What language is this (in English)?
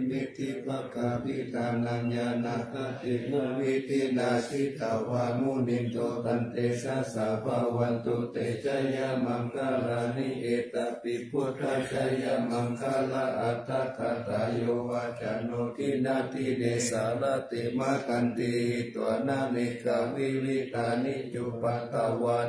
Pali